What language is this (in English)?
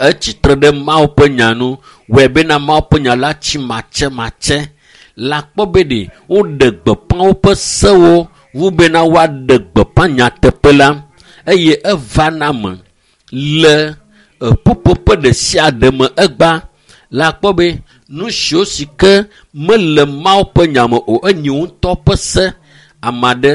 Ewe